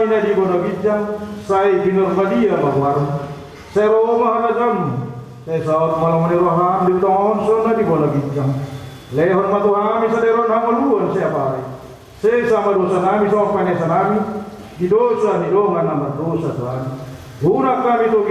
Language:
Batak Toba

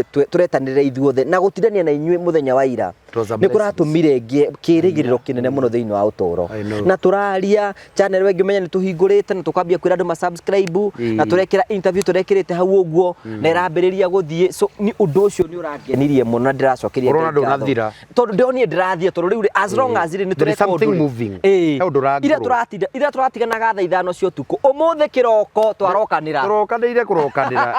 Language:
Kikuyu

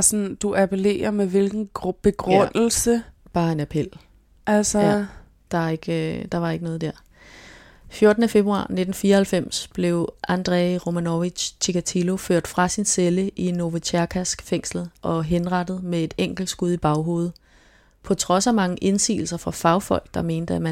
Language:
Danish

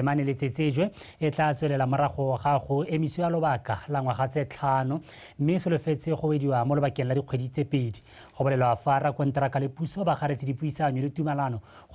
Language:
Tswana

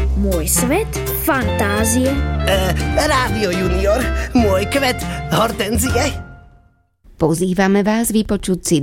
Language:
Slovak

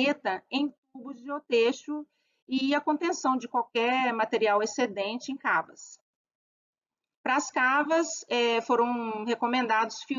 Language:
Portuguese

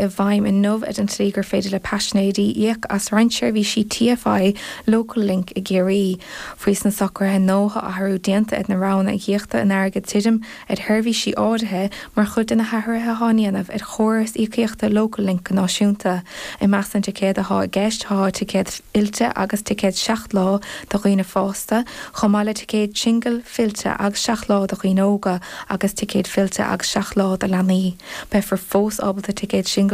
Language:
Irish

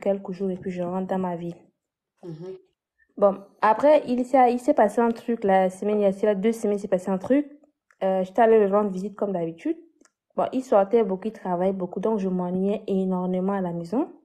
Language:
French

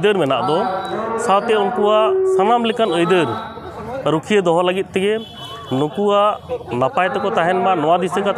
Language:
Santali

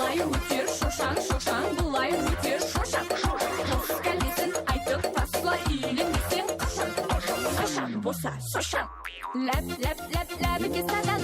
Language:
Kara-Kalpak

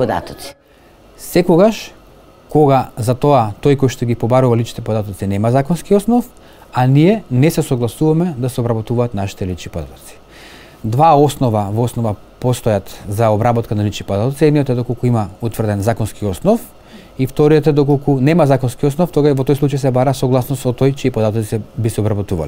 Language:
Macedonian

